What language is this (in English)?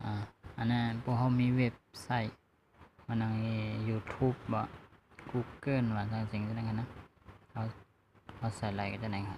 Shan